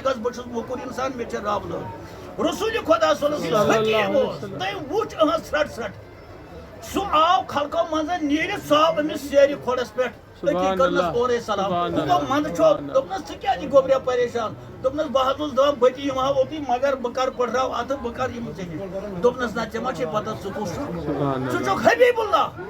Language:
Kashmiri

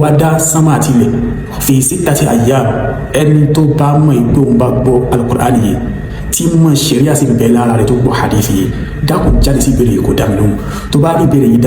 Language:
Yoruba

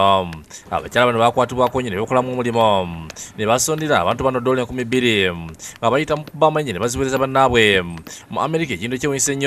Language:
Ganda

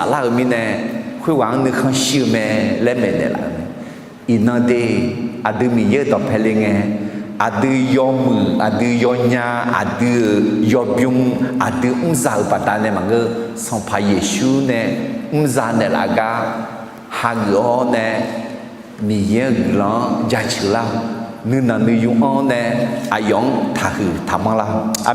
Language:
Akha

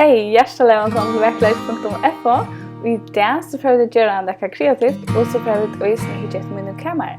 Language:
Faroese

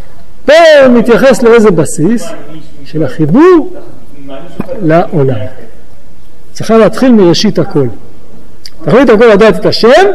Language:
Hebrew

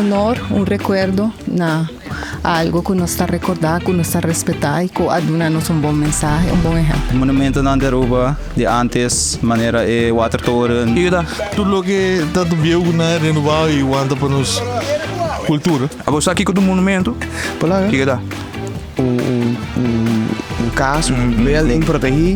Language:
Papiamento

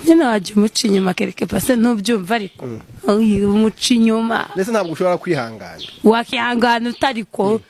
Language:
Kinyarwanda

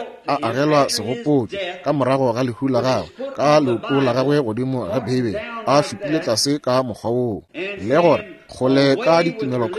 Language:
Northern Sotho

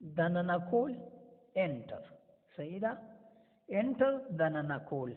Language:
Pashto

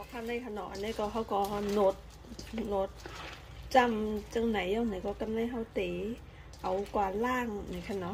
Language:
Shan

